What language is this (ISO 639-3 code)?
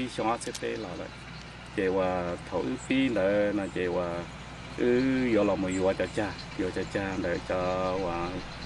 hmn